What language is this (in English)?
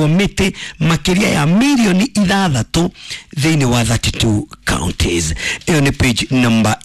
Kikuyu